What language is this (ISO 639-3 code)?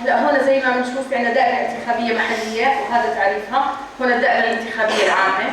apc